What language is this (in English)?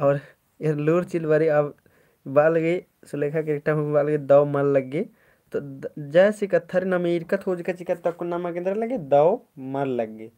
Kurukh